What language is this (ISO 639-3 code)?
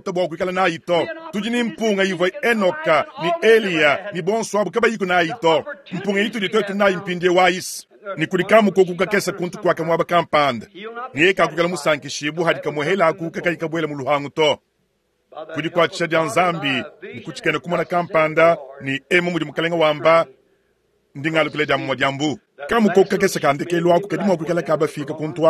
lua